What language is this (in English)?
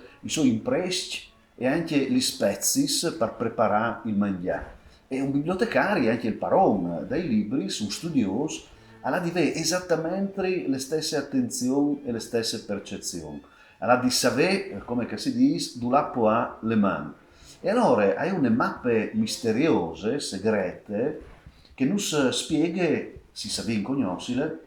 Friulian